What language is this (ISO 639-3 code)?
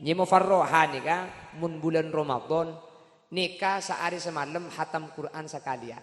mad